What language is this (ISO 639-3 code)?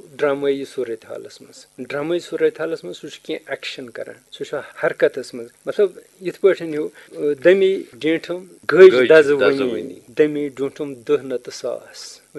kas